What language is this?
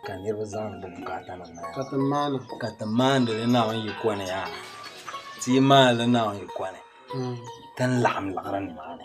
Dagbani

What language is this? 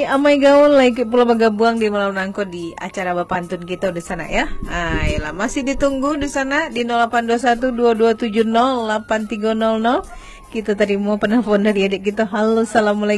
Minangkabau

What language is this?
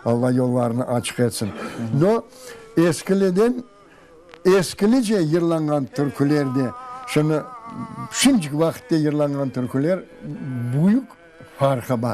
Crimean Tatar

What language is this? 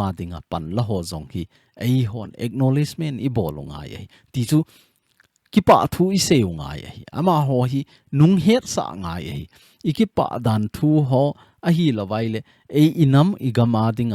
Thado Chin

